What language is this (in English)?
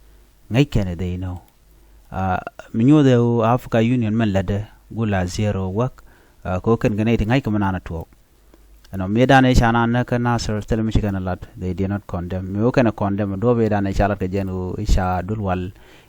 Nuer